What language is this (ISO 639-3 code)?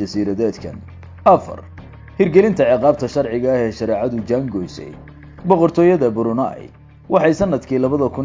som